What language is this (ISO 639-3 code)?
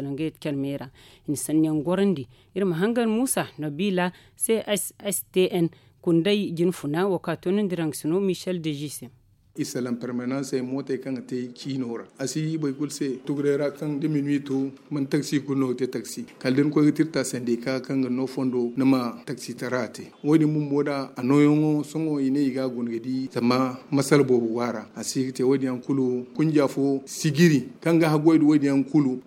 dje